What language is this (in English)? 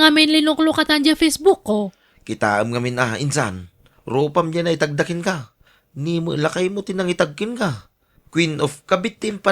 Iloko